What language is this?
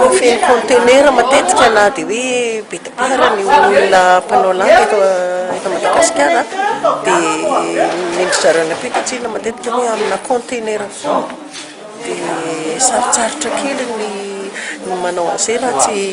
Malagasy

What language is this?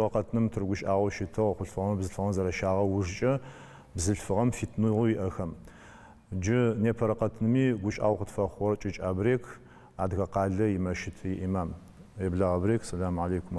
Adyghe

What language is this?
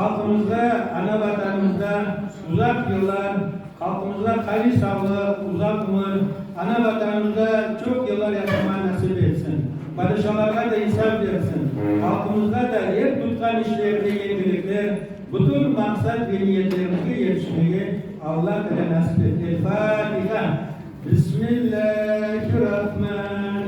Crimean Tatar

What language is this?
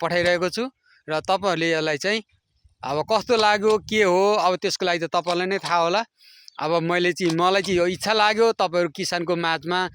Nepali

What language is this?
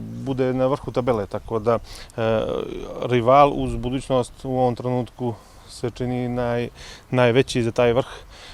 Bosnian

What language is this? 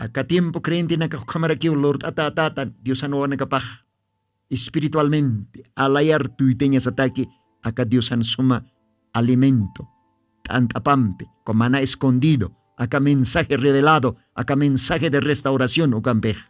Aymara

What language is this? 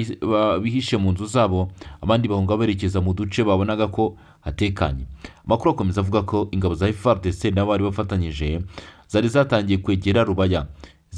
Kinyarwanda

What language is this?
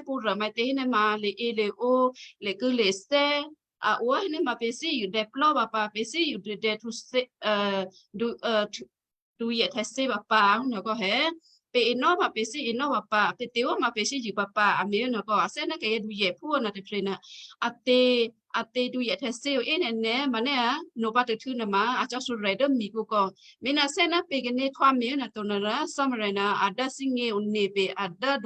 Western Kayah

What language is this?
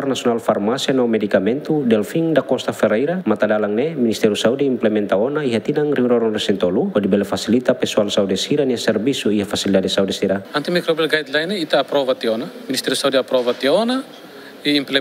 Tetum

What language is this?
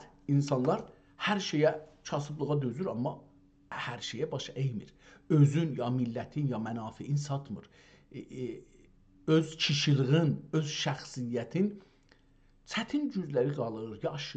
South Azerbaijani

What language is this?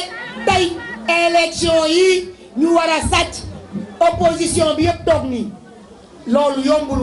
Wolof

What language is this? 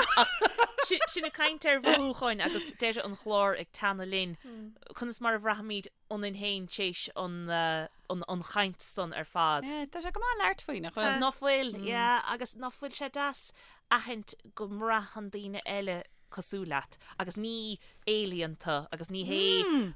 Irish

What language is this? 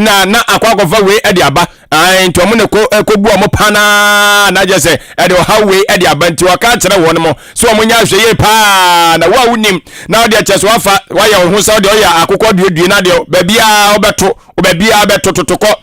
Akan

